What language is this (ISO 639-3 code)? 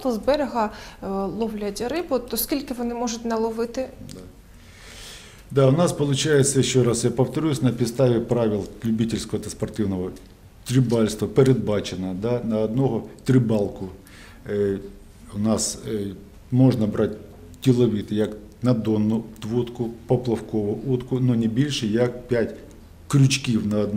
ukr